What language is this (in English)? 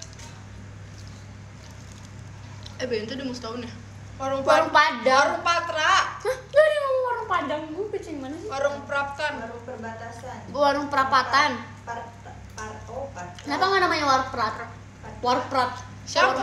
Indonesian